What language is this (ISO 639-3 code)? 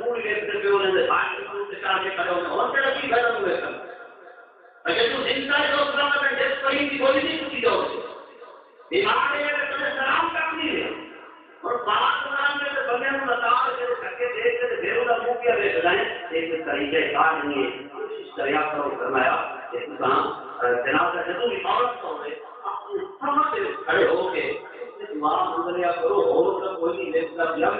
skr